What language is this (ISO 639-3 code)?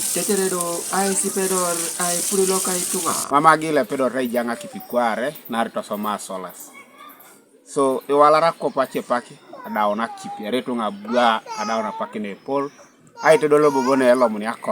teo